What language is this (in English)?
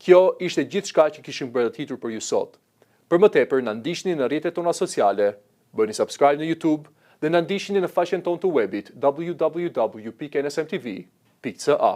Albanian